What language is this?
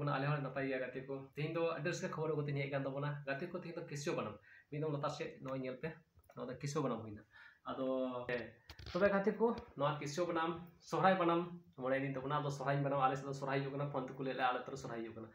Santali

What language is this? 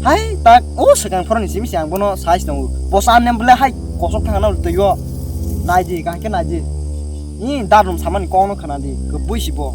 Kok Borok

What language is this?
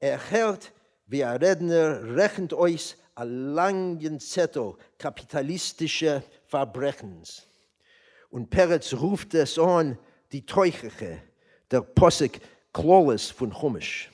Yiddish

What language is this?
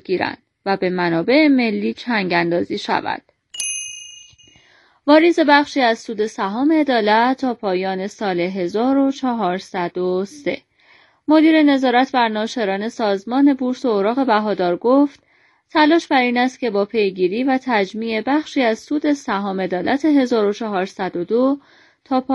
Persian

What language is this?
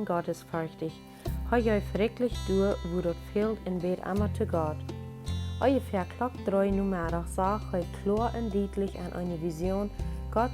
Plautdietsch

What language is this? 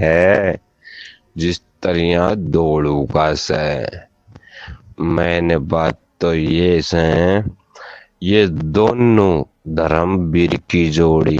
Haryanvi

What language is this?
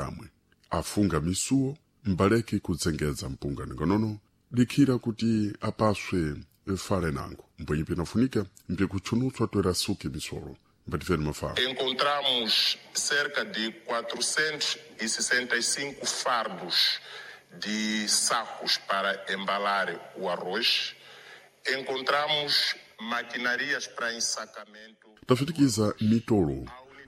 Sena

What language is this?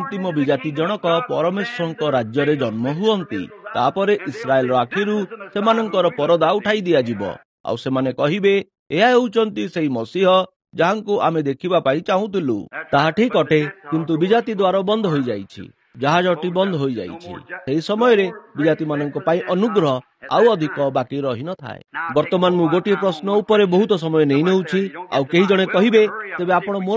Odia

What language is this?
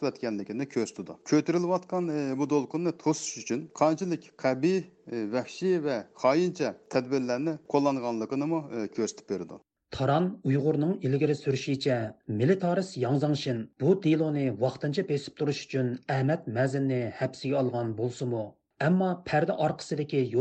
Uyghur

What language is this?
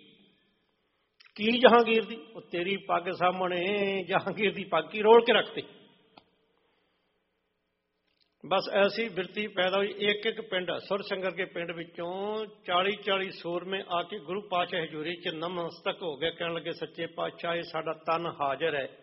Punjabi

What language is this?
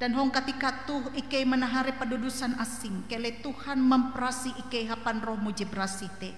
Ngaju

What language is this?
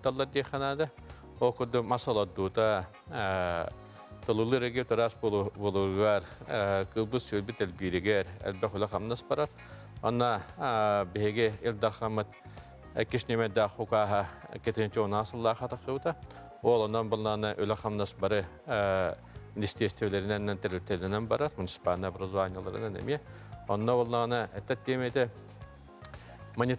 Yakut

